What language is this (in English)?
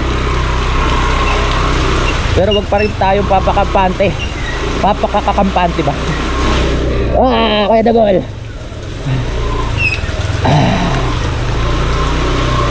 Filipino